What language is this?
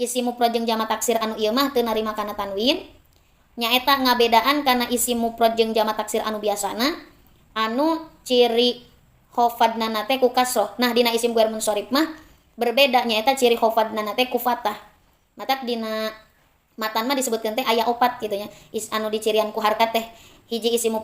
Sundanese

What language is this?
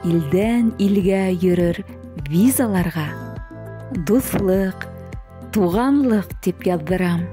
Bashkir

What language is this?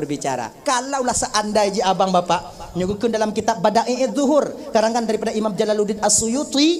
Achinese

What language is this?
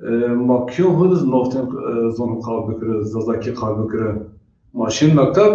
Zaza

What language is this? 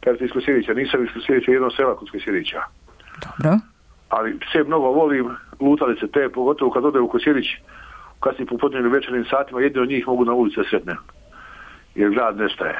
Serbian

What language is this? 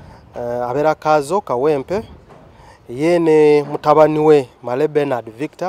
Ganda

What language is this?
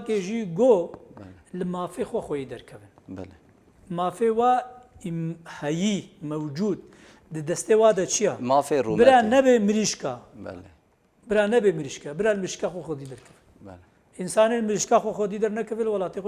Kurdish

